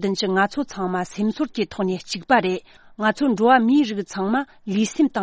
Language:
Tibetan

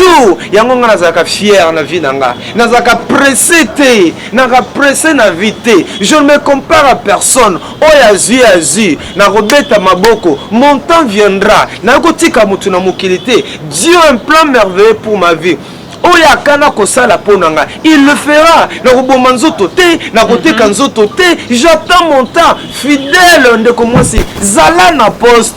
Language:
Lingala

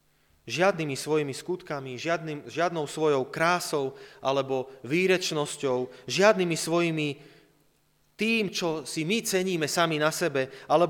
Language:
Slovak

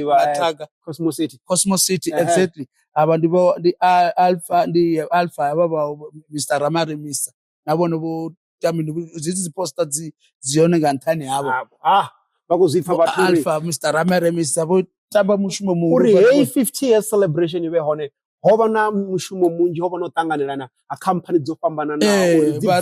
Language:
Venda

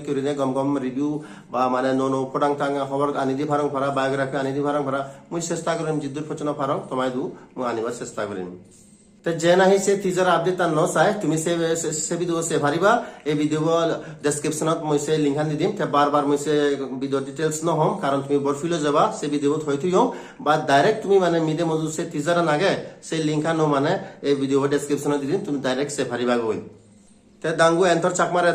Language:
Chakma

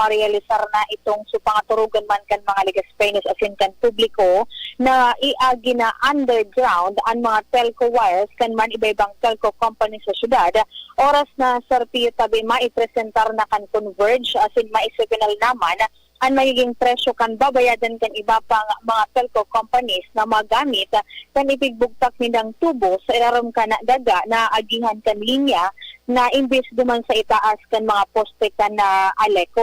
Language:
Bikol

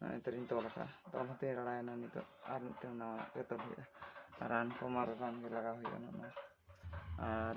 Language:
Santali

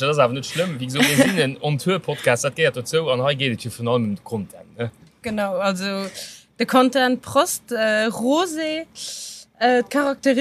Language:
Luxembourgish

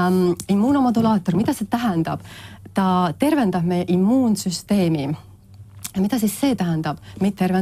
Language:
Estonian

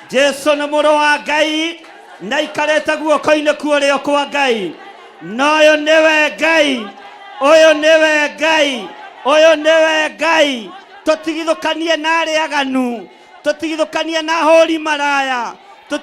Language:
Kikuyu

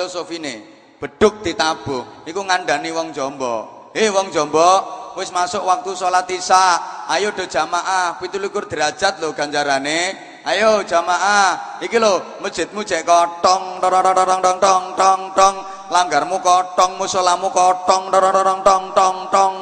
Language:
Javanese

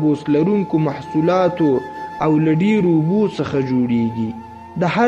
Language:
Pashto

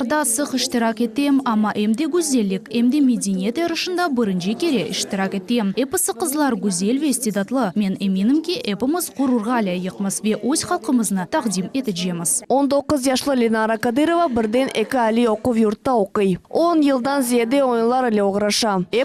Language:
Crimean Tatar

